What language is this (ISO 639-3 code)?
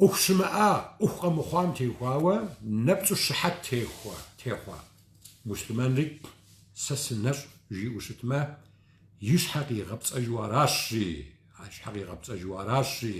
kbd